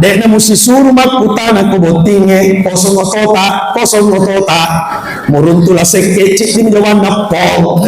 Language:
Buginese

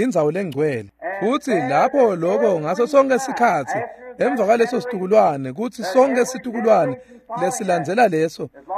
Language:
Swati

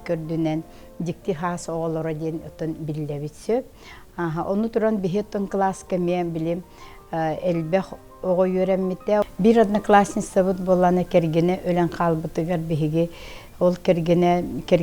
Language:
Yakut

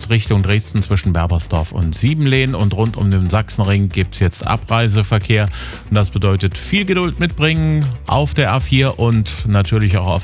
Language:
German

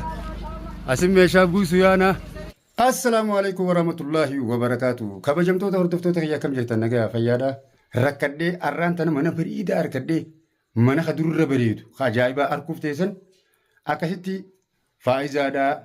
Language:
Oromo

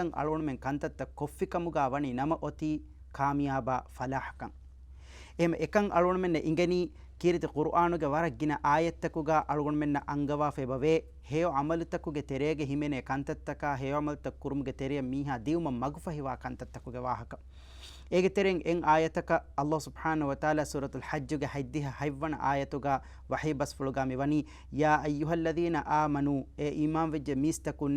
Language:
Divehi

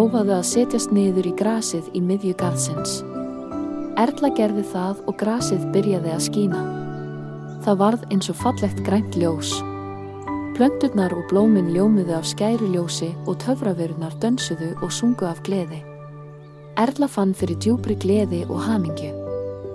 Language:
Icelandic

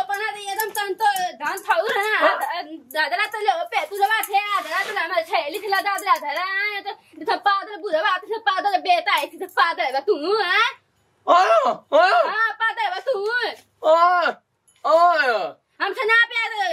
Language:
Bhojpuri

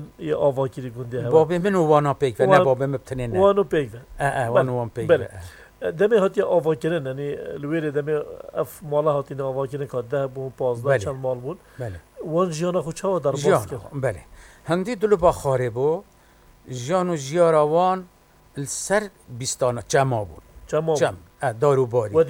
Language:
Kurdish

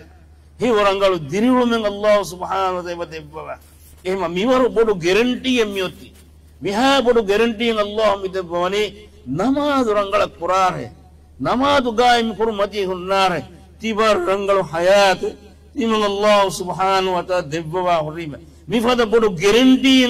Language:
Divehi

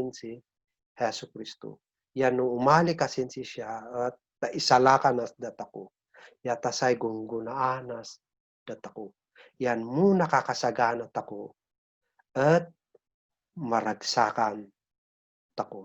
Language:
Kankanaey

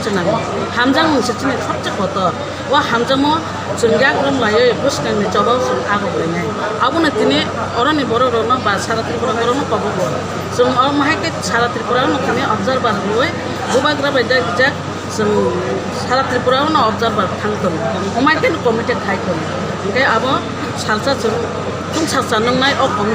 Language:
Kok Borok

